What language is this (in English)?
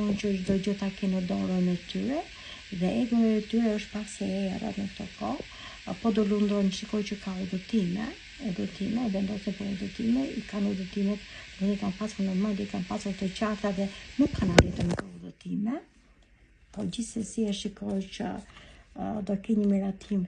Albanian